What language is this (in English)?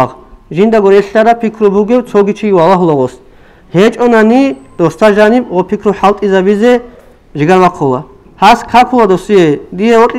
Avaric